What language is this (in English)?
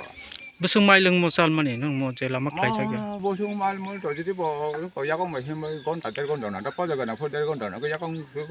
Kok Borok